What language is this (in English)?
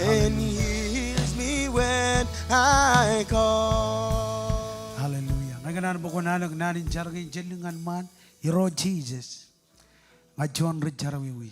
Marshallese